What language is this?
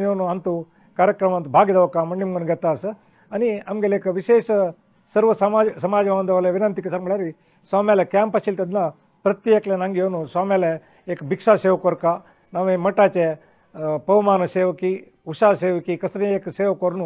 Konkani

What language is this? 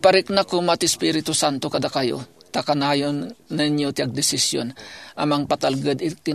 Iloko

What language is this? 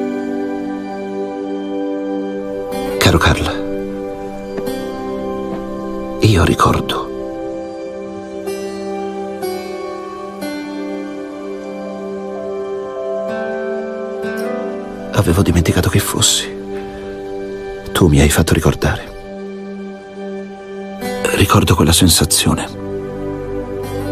Italian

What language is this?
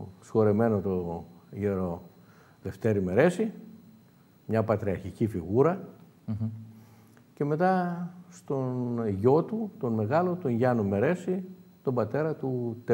Greek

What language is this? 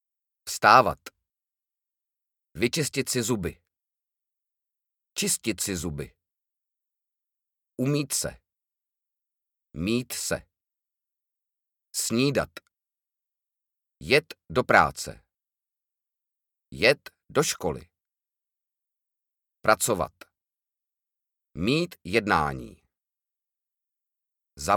Czech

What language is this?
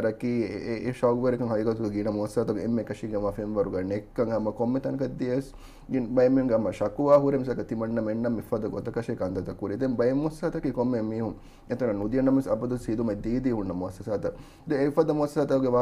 Divehi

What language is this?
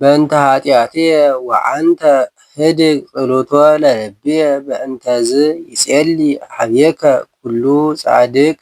Geez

